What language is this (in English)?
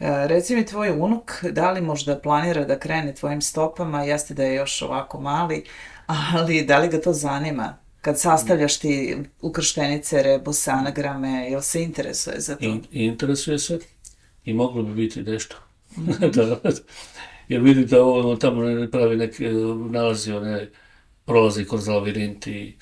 Bosnian